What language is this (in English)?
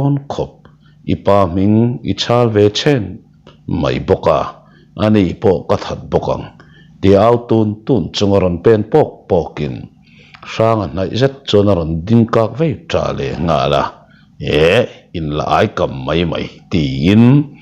Mizo